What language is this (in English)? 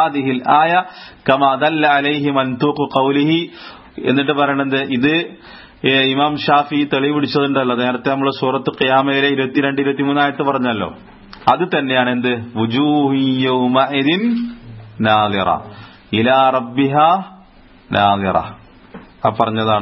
Malayalam